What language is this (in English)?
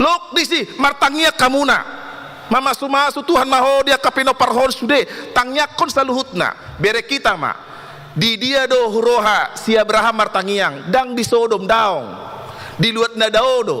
Batak Toba